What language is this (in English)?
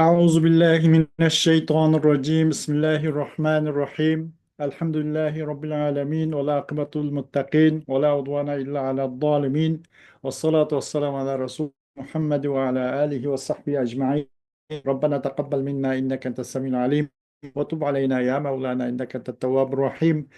Uyghur